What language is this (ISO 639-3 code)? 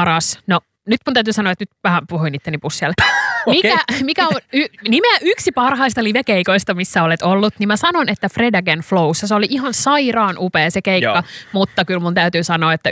fin